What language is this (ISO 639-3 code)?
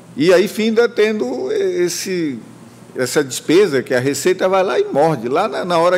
por